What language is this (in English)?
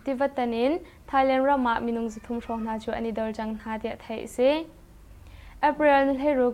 Hakha Chin